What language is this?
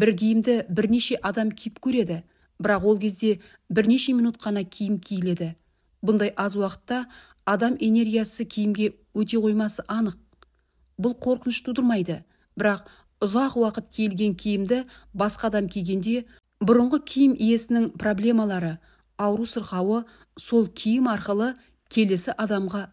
Kazakh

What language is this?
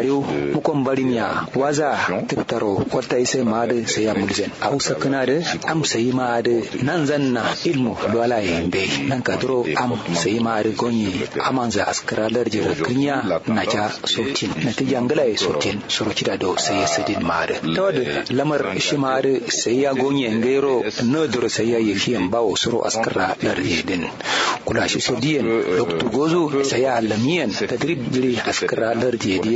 Kanuri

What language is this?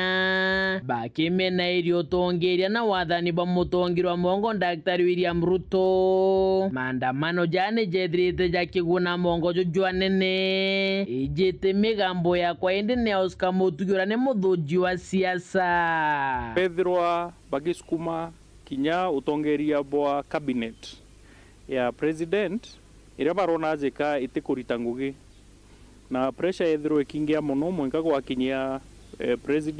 Meru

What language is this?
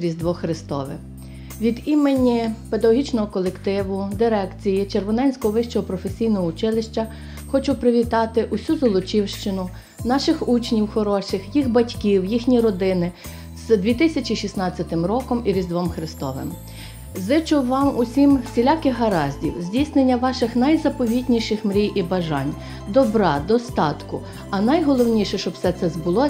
Ukrainian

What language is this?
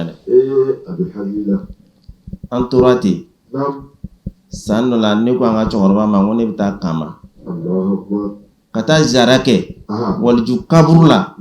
Bambara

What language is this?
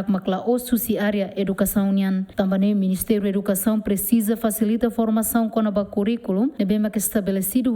Tetum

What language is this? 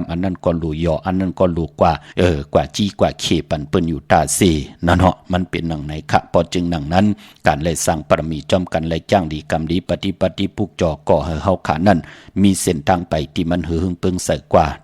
Shan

